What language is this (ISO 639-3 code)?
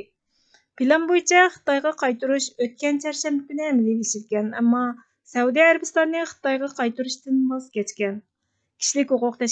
uig